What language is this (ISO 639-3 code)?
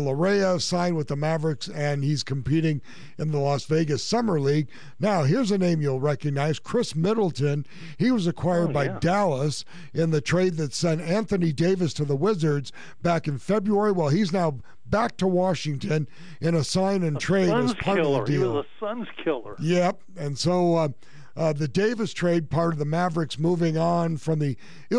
eng